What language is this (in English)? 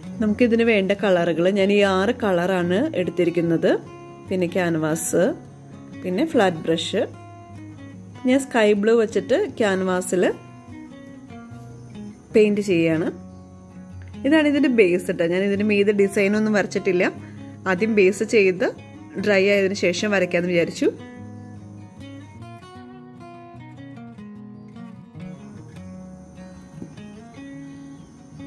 Malayalam